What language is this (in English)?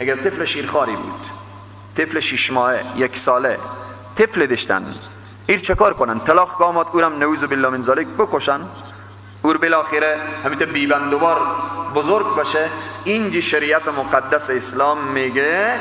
Persian